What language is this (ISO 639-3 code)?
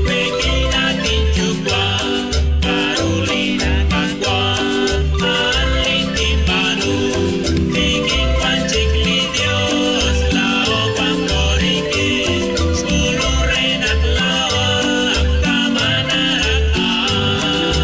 kek